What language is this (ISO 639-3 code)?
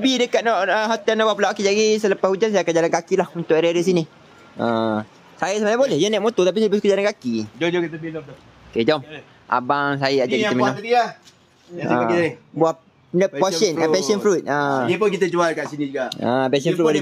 msa